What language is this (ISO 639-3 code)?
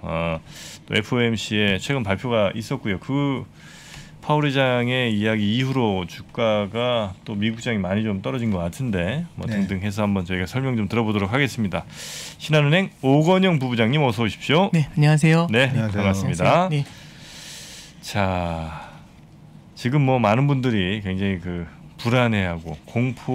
kor